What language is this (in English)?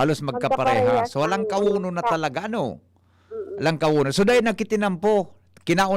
Bikol